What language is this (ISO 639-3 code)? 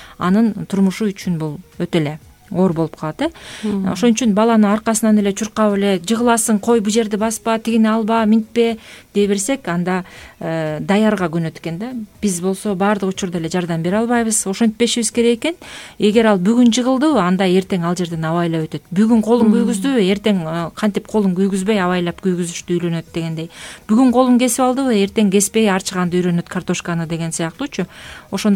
kir